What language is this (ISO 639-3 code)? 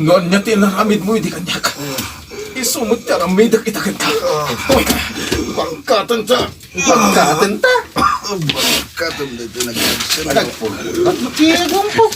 ilo